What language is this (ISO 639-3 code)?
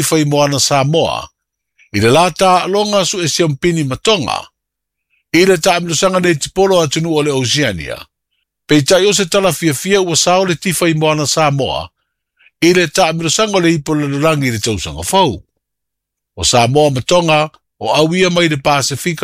smo